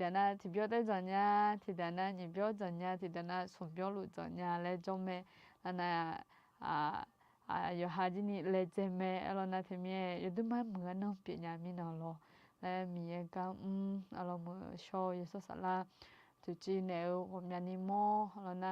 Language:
Akha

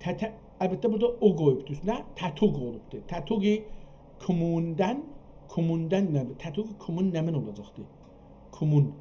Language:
South Azerbaijani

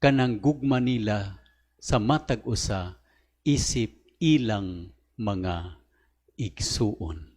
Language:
Cebuano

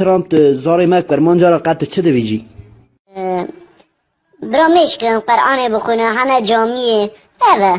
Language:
Kurdish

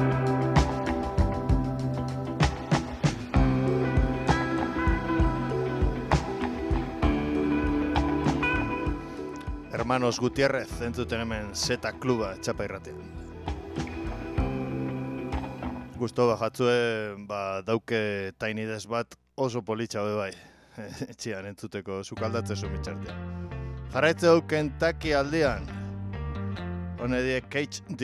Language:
Basque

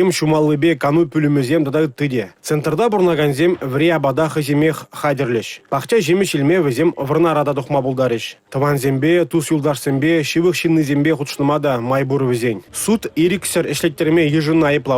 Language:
Chuvash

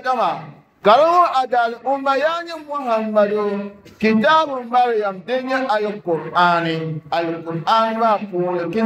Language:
Dagbani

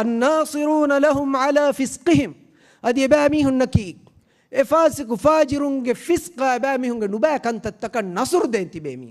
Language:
Divehi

